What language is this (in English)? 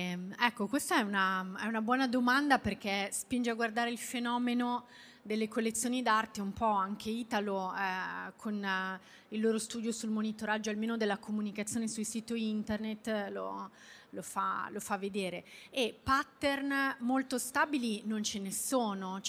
Italian